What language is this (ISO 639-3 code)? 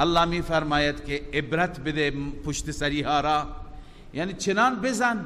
fas